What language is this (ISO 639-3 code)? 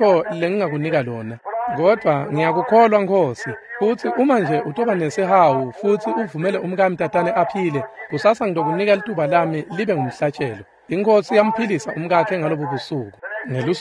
ssw